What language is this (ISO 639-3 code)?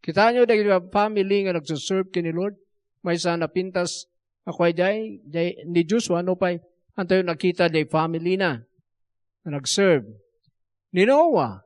ilo